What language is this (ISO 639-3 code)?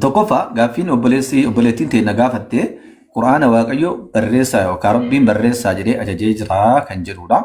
orm